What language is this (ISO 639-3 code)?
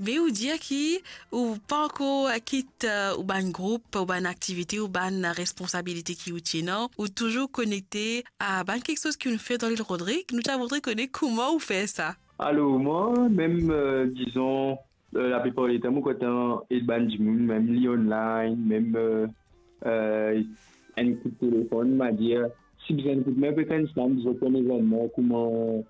mfe